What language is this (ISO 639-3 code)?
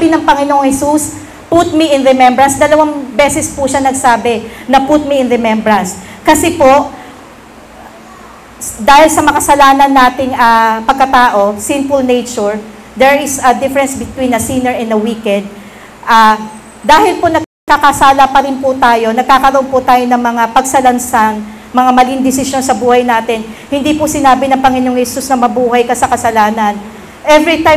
fil